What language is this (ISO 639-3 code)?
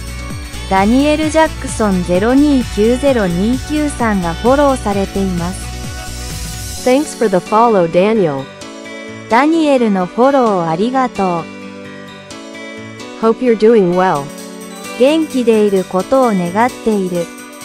jpn